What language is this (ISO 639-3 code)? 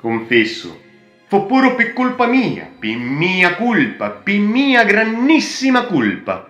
scn